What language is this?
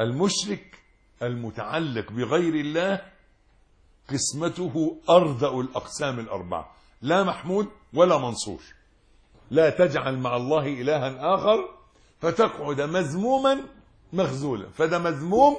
Egyptian Arabic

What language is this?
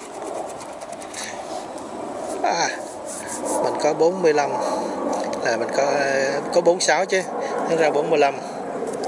Vietnamese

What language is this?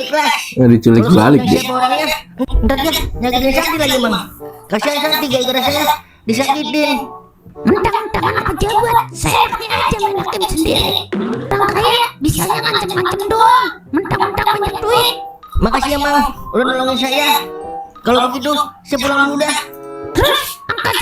Betawi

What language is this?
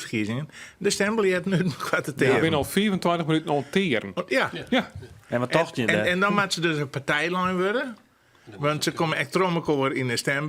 Western Frisian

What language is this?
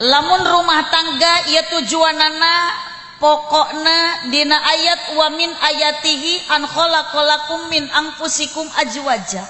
Sundanese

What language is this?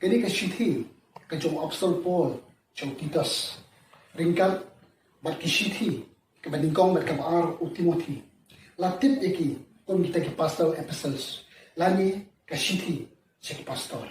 Khasi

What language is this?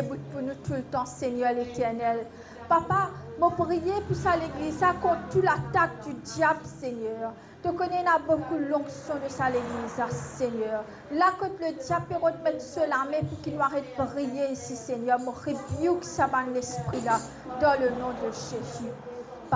Morisyen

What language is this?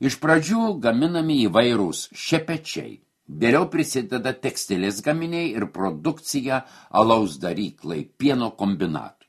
Lithuanian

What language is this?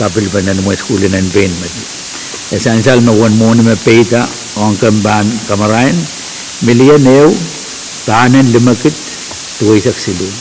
Pohnpeian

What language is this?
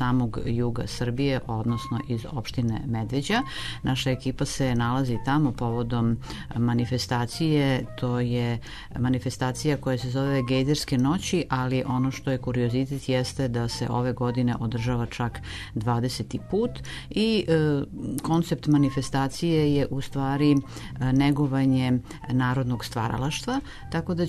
Serbian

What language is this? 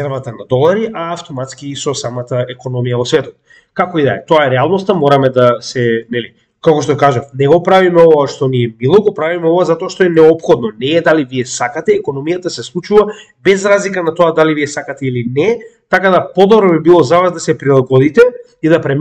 Macedonian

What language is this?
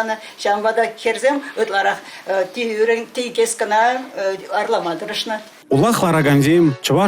Chuvash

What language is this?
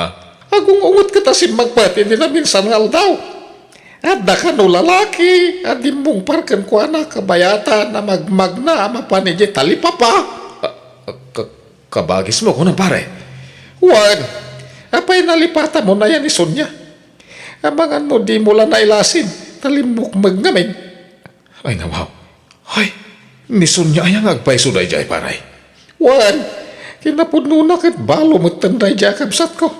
Iloko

